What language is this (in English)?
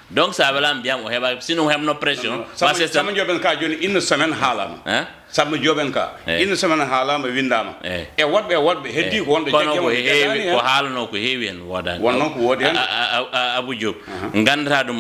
Fula